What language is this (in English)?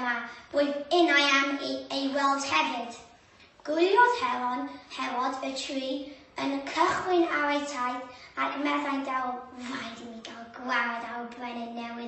Welsh